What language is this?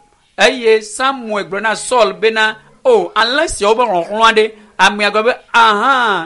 Ewe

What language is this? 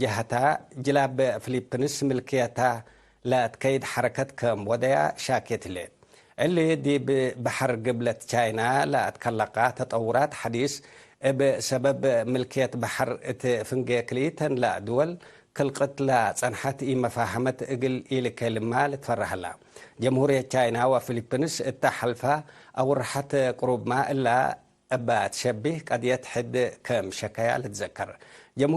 Tigre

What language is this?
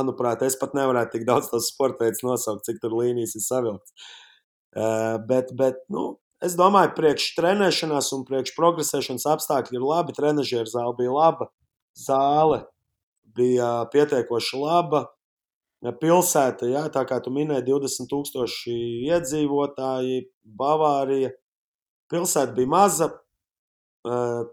Latvian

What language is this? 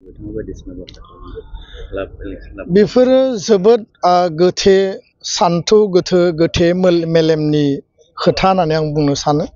Bodo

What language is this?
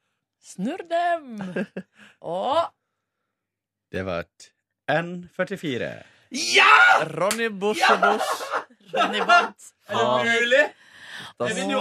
Norwegian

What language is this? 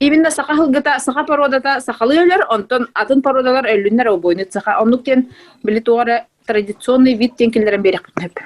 Yakut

